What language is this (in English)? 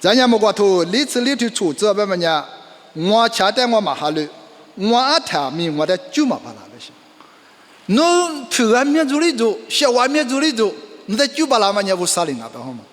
Lisu